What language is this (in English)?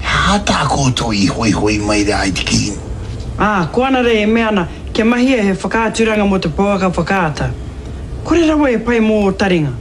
Māori